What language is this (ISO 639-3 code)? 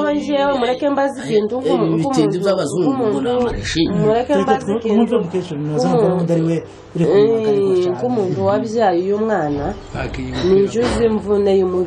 kin